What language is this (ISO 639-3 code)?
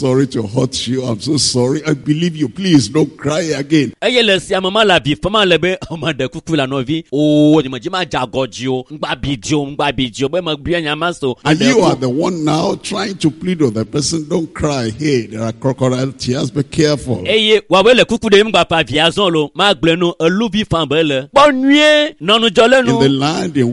ewe